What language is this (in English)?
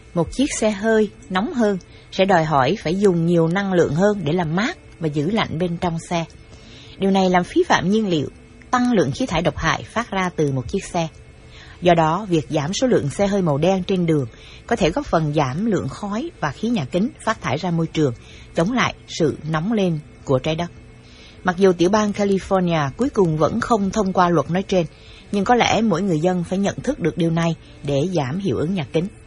Vietnamese